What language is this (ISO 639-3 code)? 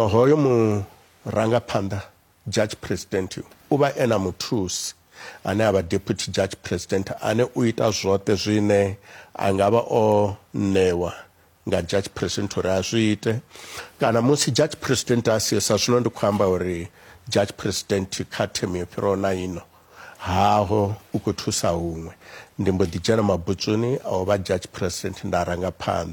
ven